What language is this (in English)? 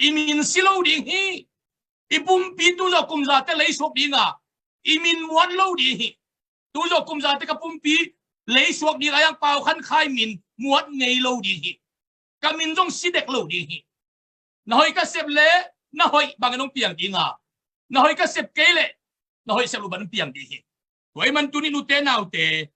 Tedim Chin